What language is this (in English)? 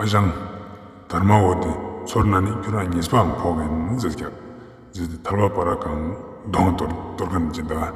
Ladakhi